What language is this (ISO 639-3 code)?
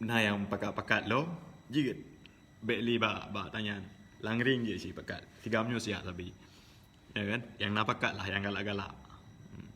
ace